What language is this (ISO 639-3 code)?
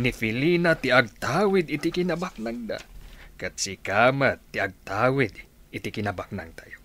ilo